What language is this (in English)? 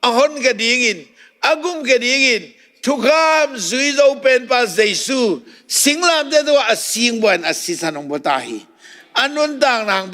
Tedim Chin